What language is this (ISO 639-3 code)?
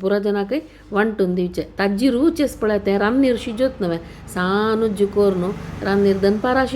kok